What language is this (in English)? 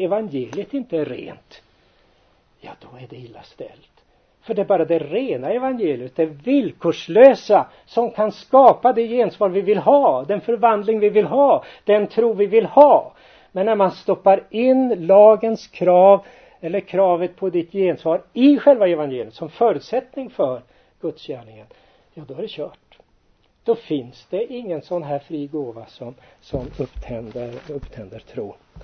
Swedish